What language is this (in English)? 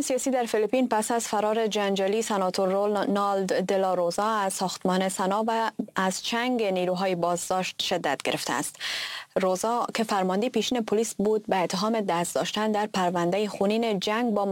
Persian